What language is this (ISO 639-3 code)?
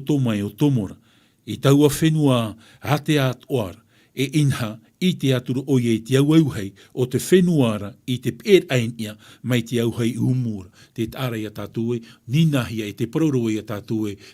tah